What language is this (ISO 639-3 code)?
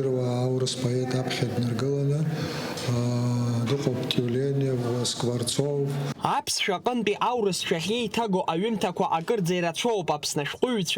abk